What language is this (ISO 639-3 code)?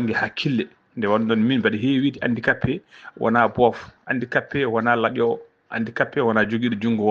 ful